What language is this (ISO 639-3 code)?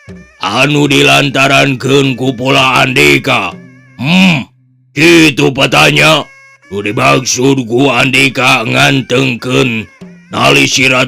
sun